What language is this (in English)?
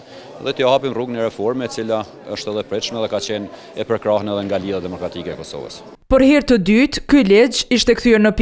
Albanian